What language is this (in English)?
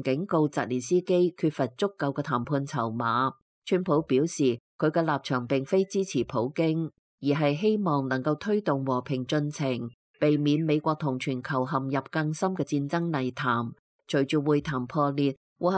Cantonese